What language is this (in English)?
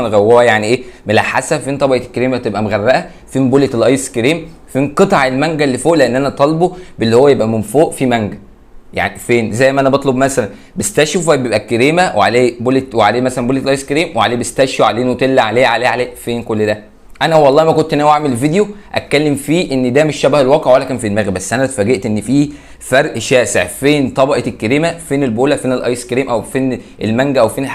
Egyptian Arabic